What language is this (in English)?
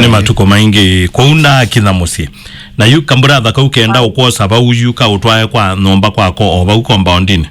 Kamba